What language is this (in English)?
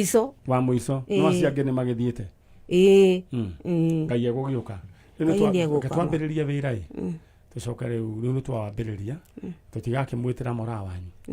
Kikuyu